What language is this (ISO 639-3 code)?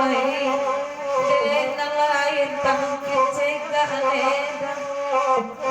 min